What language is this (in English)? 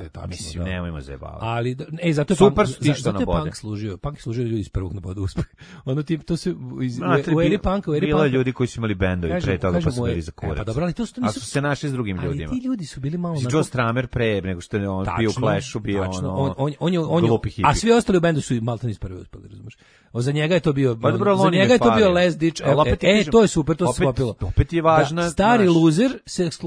Serbian